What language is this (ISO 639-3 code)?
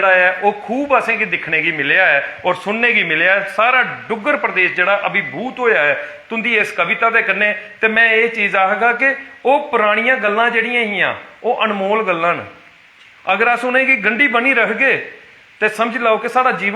doi